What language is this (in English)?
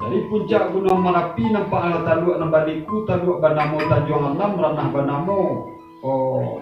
Minangkabau